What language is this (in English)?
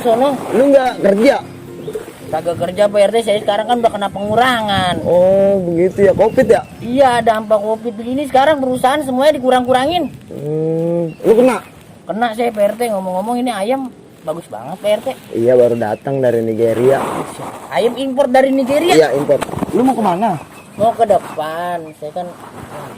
Betawi